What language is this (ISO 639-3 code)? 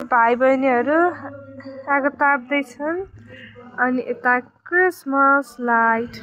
nep